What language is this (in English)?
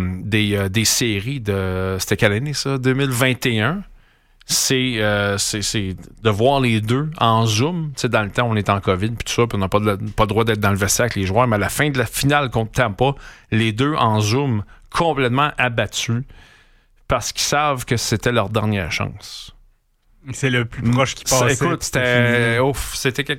French